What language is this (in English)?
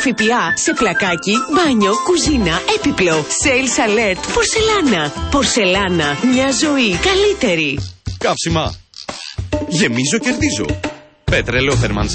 Greek